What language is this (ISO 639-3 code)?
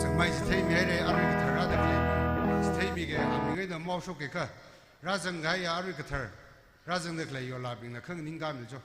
nmf